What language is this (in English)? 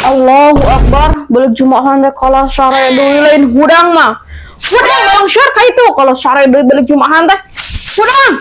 Sundanese